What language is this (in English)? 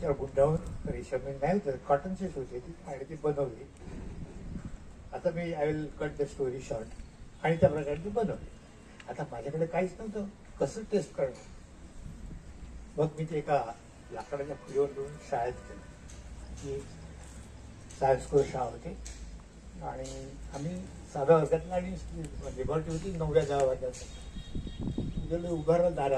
Marathi